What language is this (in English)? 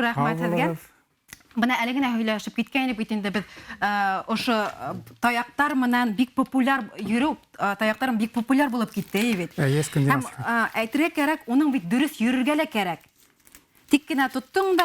Bashkir